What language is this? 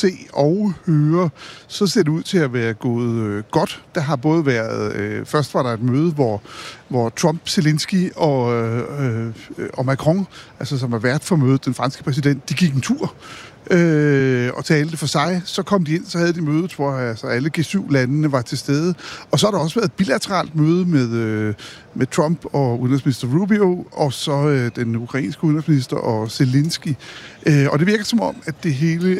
Danish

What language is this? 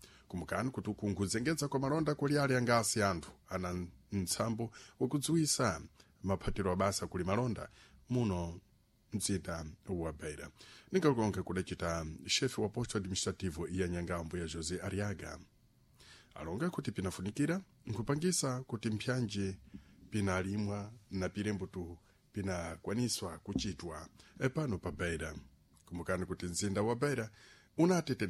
Sena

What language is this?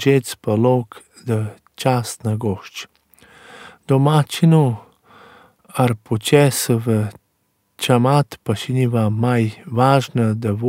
Romanian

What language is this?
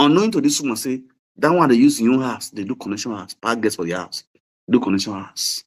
Nigerian Pidgin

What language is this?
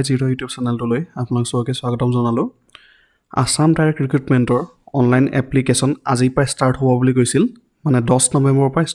Assamese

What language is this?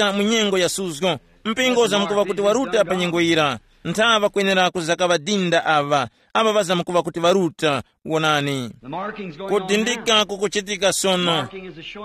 Tumbuka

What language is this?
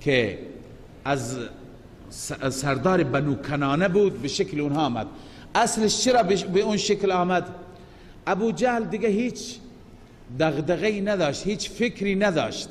Persian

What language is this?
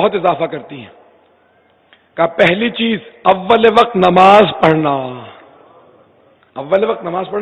Urdu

